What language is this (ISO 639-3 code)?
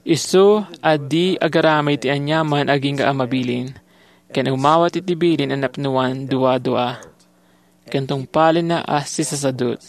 ilo